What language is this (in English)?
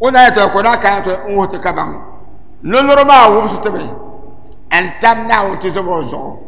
Dagbani